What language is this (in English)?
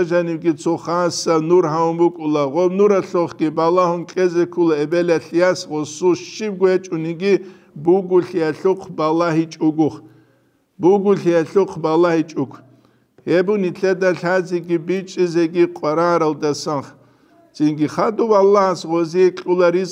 Avaric